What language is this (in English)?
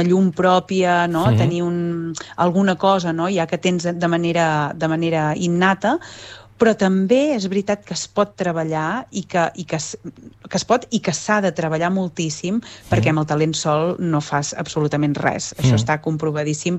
Catalan